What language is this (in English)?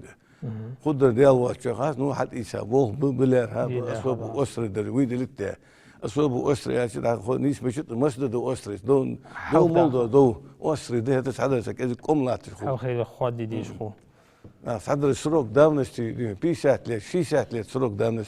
Ingush